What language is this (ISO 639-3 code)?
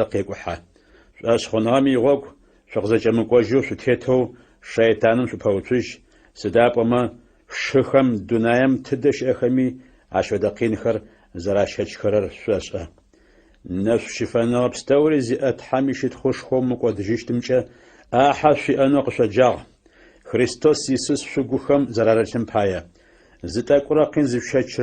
ady